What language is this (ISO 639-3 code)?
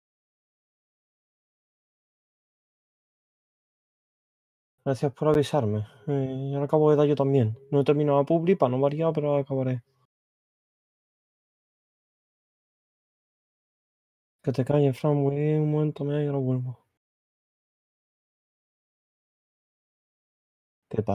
spa